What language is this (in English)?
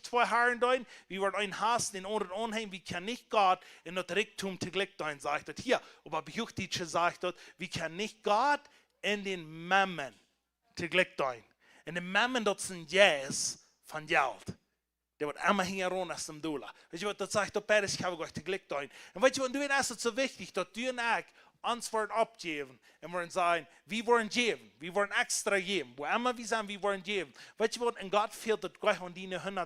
Plautdietsch